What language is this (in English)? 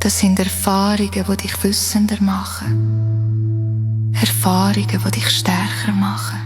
Swiss German